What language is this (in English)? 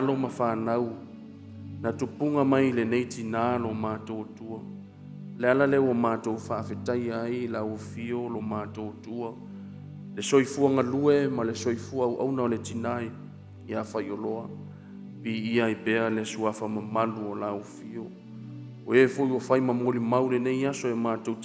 Samoan